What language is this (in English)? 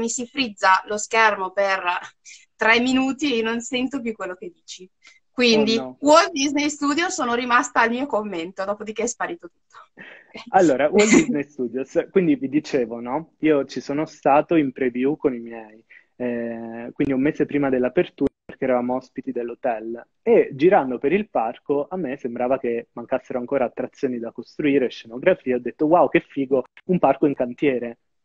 Italian